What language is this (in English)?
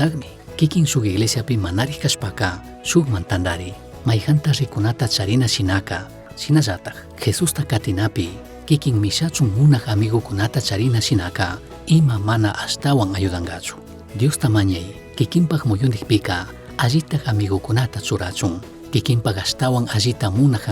Chimborazo Highland Quichua